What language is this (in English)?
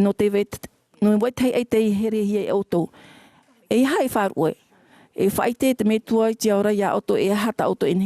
Tahitian